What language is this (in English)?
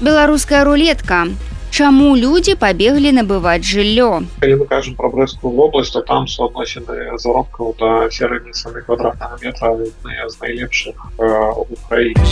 Belarusian